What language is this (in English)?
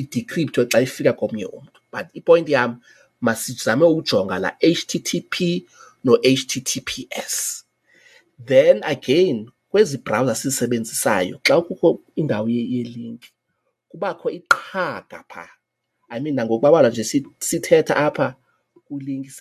Xhosa